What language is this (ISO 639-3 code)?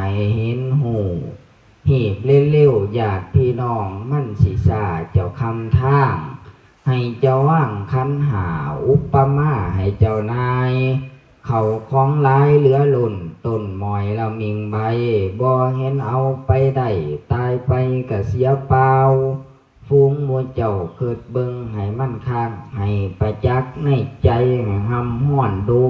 lao